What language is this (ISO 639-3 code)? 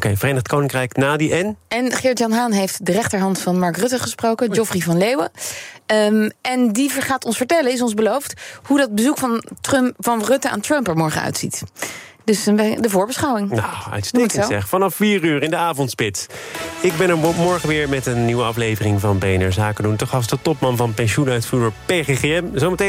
nld